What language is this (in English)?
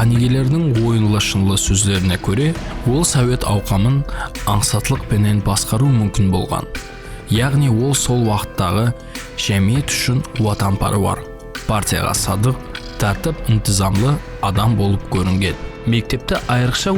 Kara-Kalpak